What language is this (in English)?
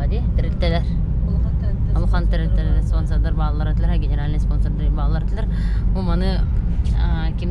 Yakut